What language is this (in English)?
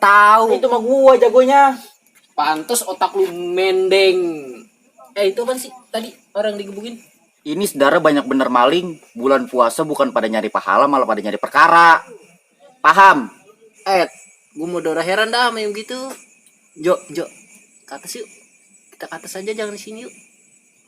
Betawi